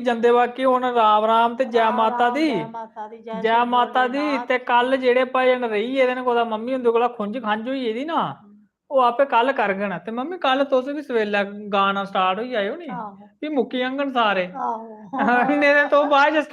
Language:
Dogri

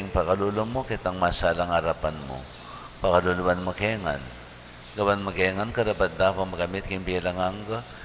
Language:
Pampanga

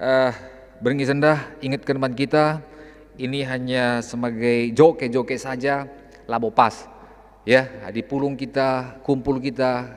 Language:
Batak Karo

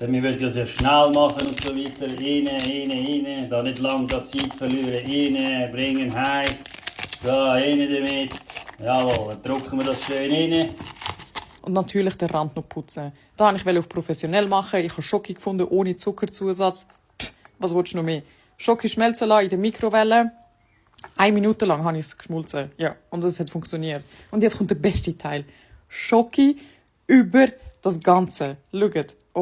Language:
Swiss German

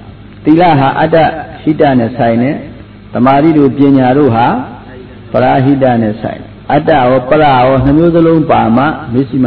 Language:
Burmese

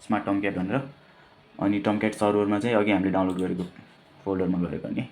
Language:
Nepali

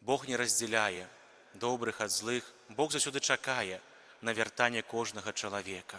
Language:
Belarusian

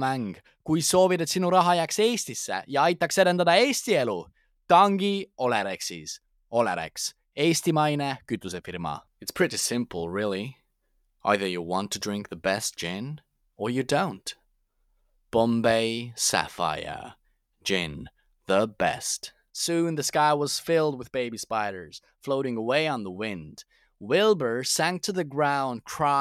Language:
Estonian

